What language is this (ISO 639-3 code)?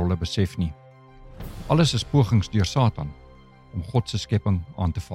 afr